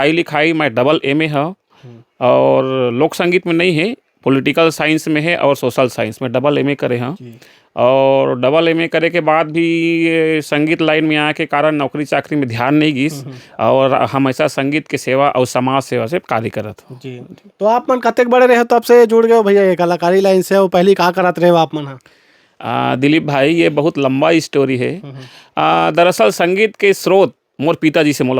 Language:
Chhattisgarhi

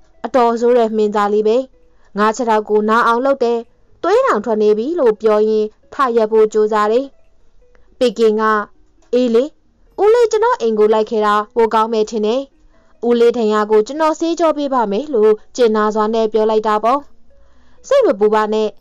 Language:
Burmese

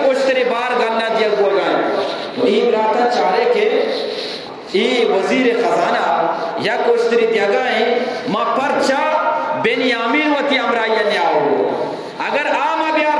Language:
Eastern Balochi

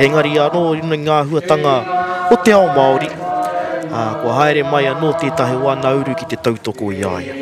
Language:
Māori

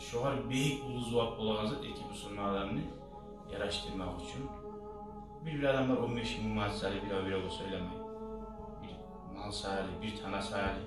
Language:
Kumyk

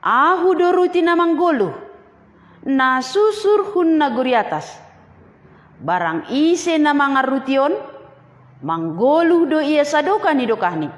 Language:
Batak Simalungun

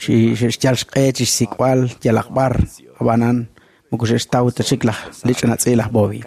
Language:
Kekchí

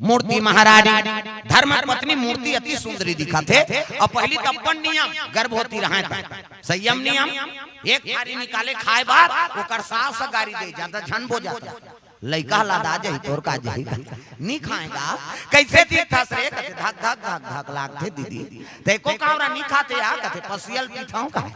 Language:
Chhattisgarhi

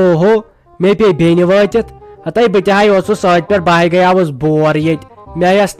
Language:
Kashmiri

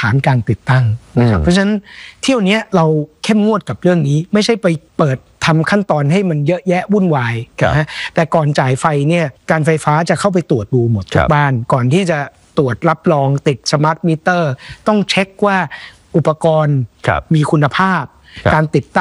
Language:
Thai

